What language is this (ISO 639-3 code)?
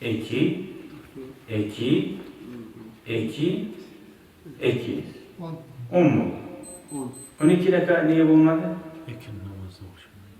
kum